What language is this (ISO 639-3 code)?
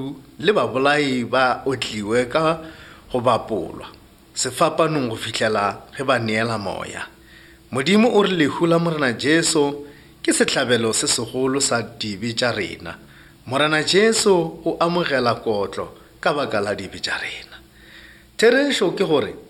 nso